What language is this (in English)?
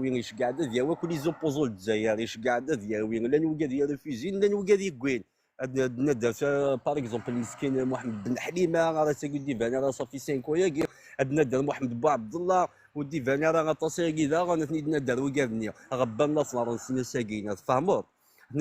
Kabyle